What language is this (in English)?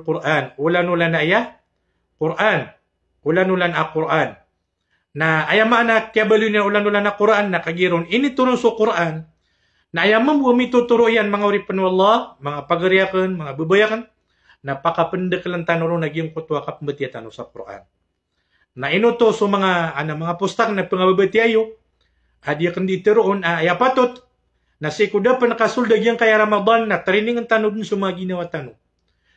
Maranao